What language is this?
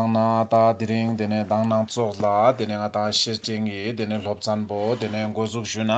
Ladakhi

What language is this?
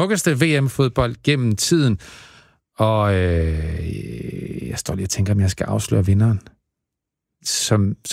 Danish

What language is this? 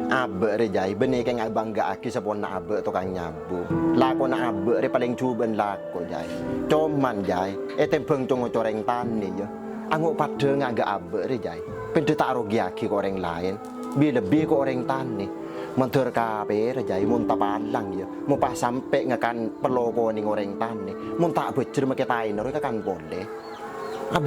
Madurese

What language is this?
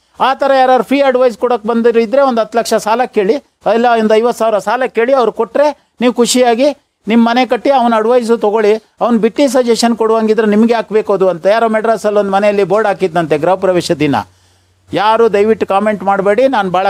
Kannada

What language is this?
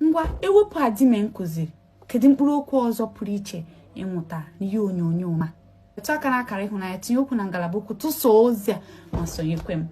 Igbo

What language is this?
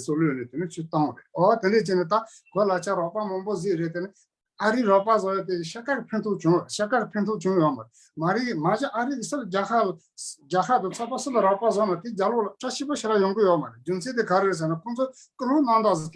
Tibetan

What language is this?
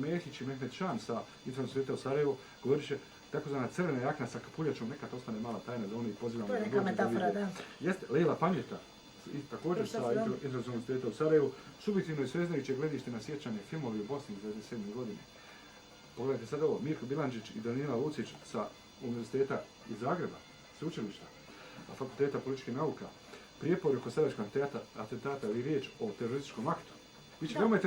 Bosnian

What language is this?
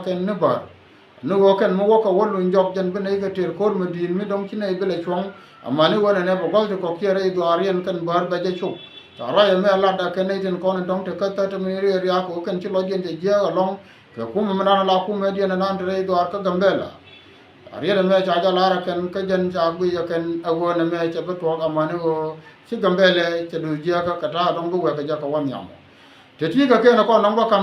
Nuer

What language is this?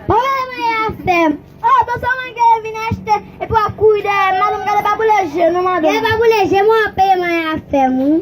Haitian Creole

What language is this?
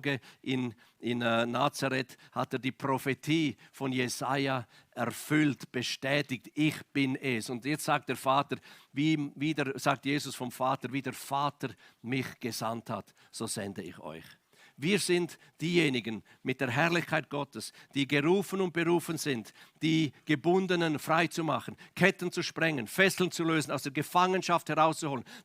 Swiss German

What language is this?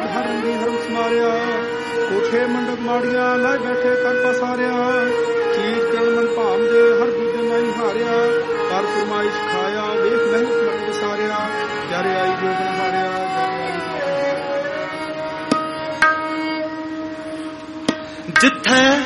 Punjabi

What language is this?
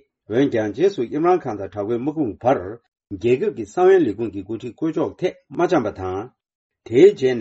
Tibetan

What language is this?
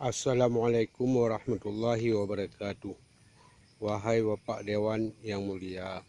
Achinese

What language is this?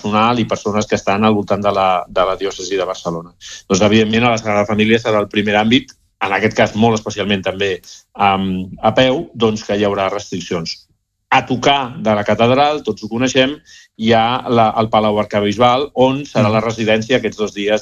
Catalan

